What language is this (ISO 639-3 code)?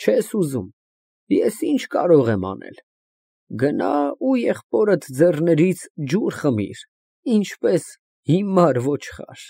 hye